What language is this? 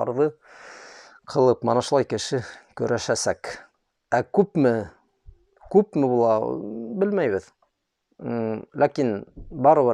Bashkir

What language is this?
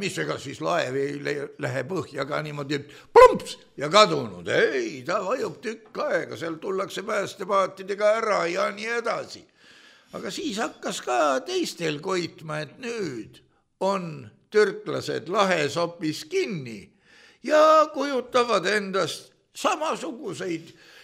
Estonian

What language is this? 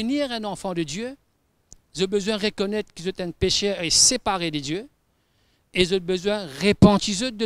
Morisyen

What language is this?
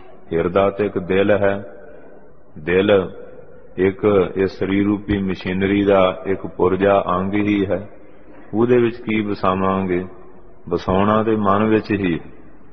Punjabi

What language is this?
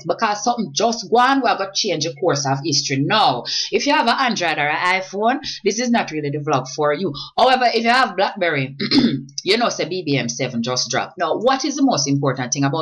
Jamaican Creole English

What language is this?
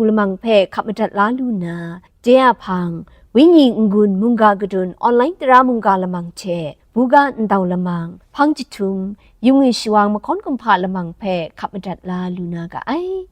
Kachin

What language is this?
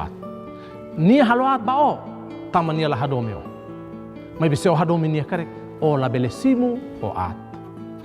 Tetum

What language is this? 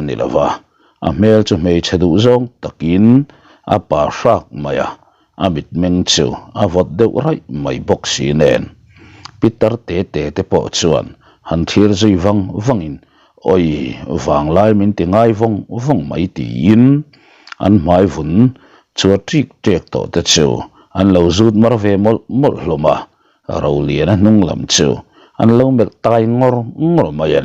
Mizo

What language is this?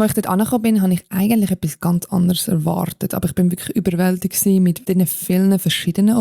Swiss German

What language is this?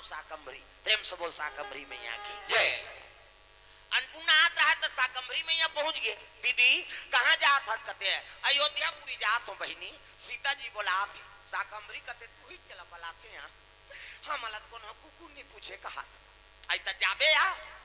Chhattisgarhi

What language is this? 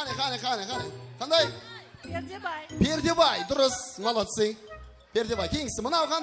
Kara-Kalpak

